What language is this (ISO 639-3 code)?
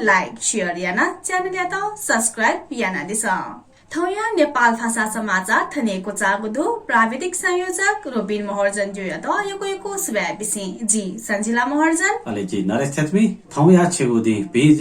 new